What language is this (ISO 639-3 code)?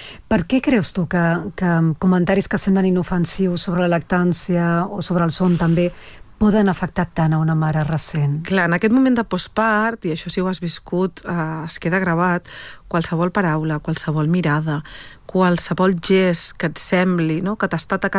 cat